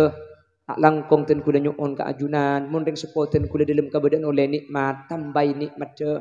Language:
Madurese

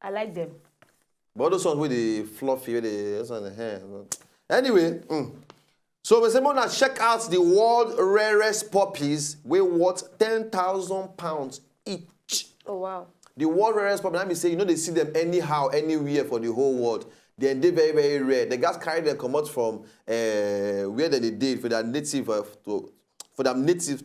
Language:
Nigerian Pidgin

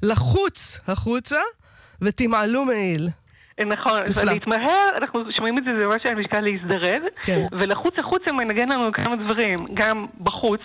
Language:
Hebrew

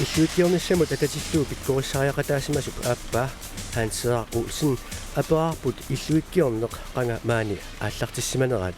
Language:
Kalaallisut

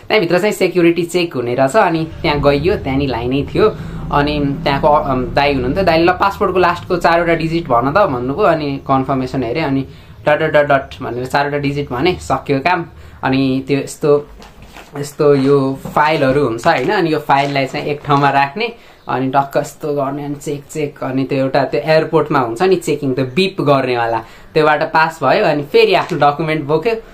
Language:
Nepali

